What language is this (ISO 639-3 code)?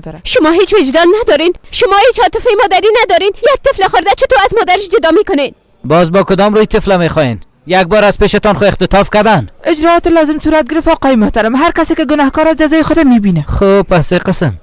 fas